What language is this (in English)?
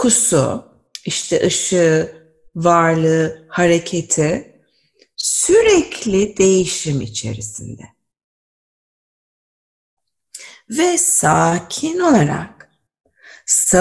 Turkish